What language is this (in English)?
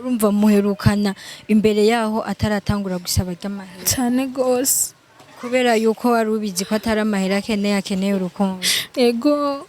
Rundi